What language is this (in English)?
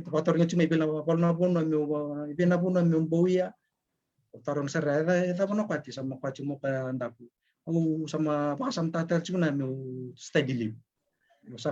Fijian